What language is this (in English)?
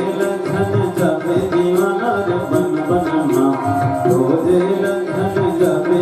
Chhattisgarhi